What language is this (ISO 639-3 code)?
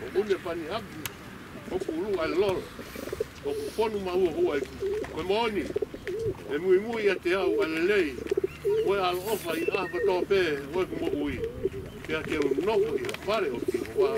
ton